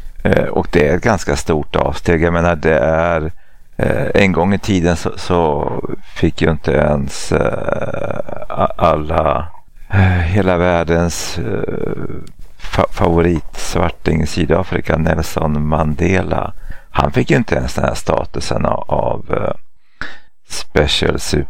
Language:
Swedish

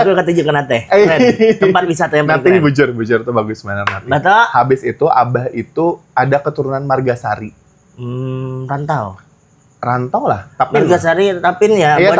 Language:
Banjar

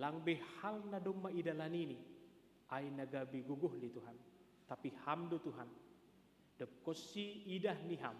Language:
Batak Simalungun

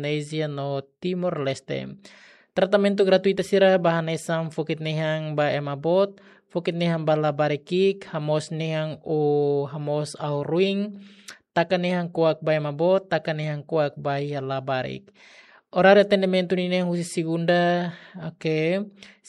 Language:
Tetum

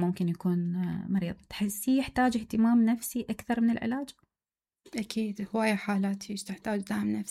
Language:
Mesopotamian Arabic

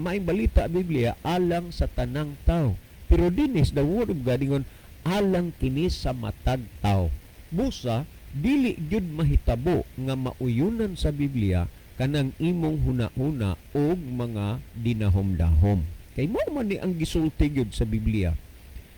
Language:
Cebuano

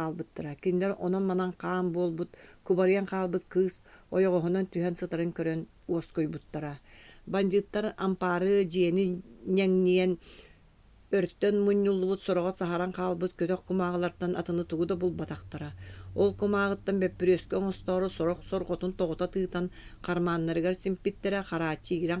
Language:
Yakut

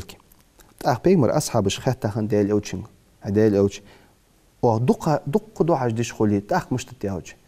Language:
Ingush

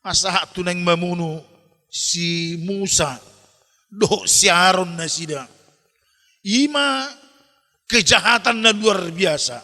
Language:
Batak Toba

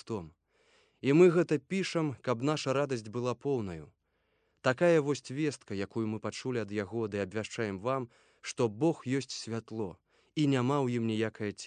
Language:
Belarusian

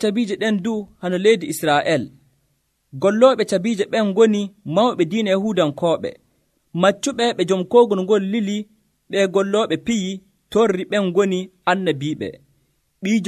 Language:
Nigerian Fulfulde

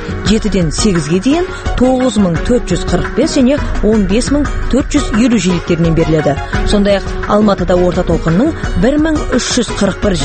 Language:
Kazakh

